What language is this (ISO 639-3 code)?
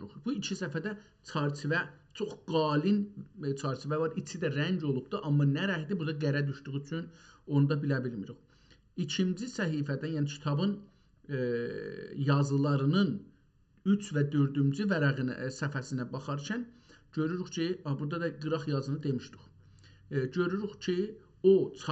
azb